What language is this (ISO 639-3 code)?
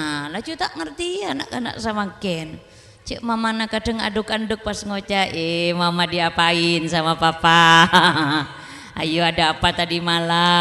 mad